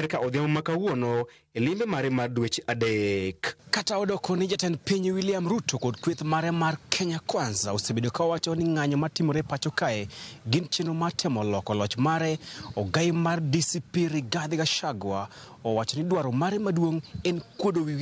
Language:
Luo (Kenya and Tanzania)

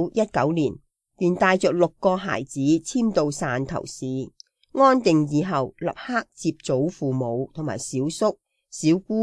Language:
Cantonese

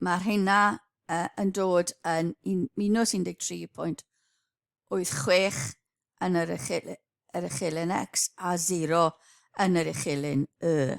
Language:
Welsh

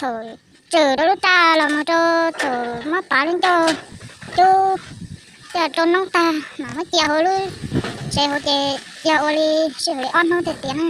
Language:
Hmong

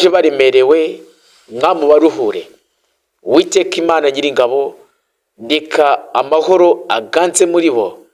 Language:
Kinyarwanda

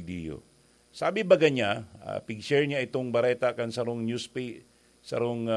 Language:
Bikol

